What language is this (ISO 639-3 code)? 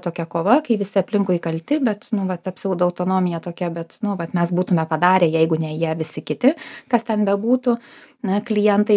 lit